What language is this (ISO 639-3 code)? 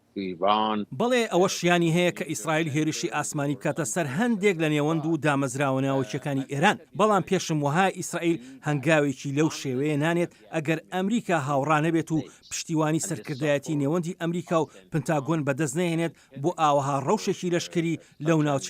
ckb